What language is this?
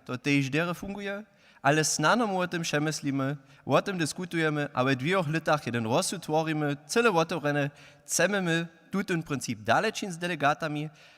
Upper Sorbian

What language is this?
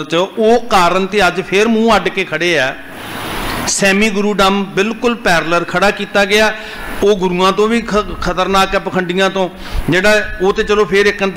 Punjabi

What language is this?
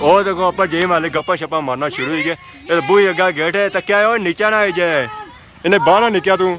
Pahari-Potwari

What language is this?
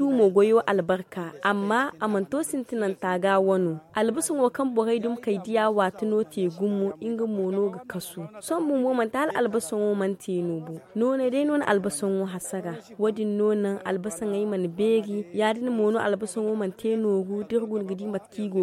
Zarma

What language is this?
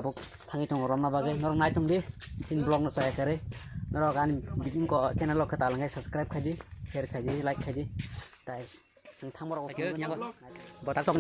Kok Borok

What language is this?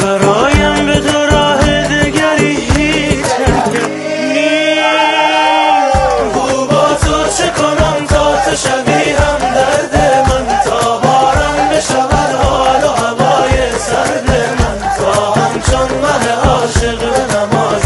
Persian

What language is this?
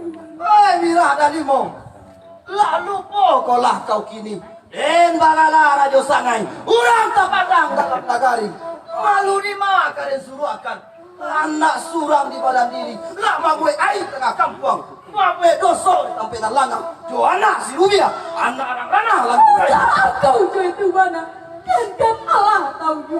Minangkabau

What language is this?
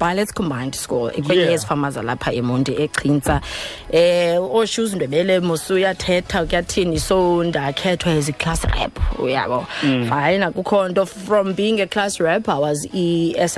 Xhosa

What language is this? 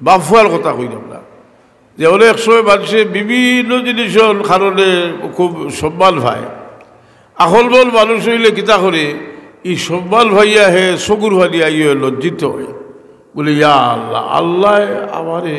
Sylheti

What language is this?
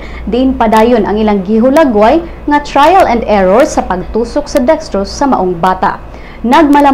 Cebuano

